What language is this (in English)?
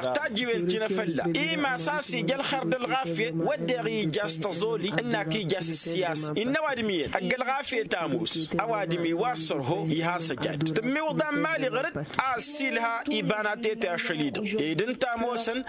Tamasheq